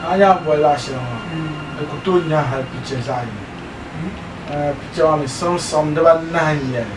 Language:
Dagbani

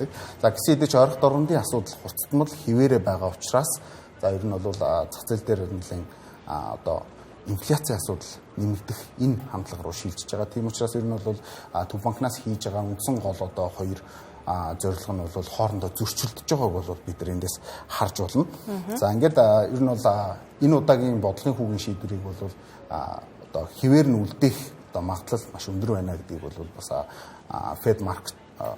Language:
Mongolian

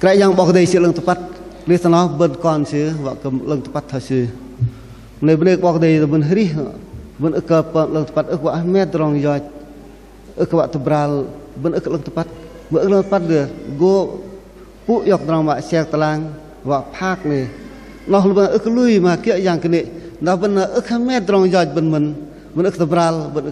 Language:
Bahnar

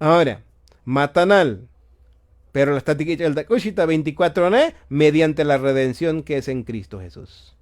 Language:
Tzotzil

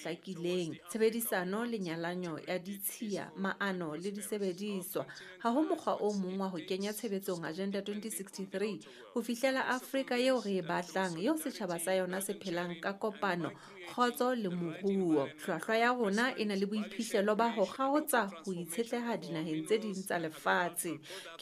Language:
Southern Sotho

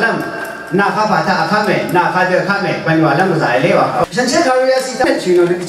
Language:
Rawang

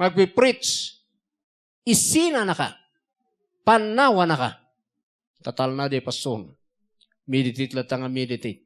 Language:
Iloko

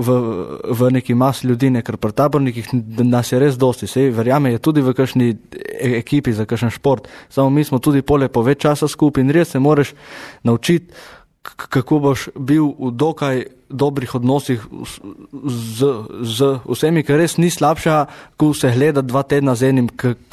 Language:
Slovenian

